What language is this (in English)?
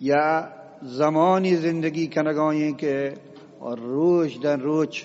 Eastern Balochi